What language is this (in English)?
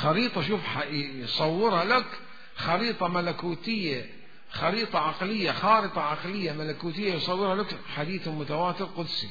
Mesopotamian Arabic